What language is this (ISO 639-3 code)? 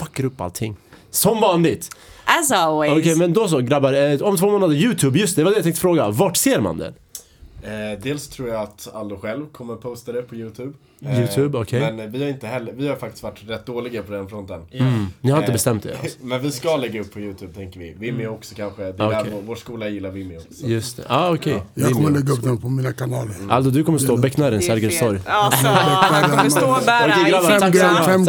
swe